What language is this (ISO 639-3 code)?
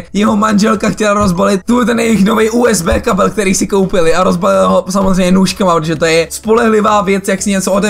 ces